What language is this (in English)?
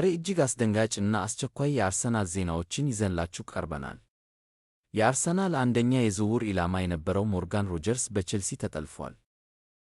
Amharic